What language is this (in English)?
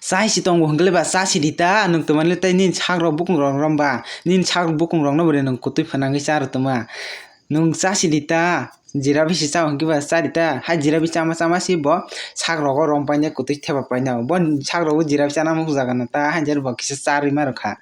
Kok Borok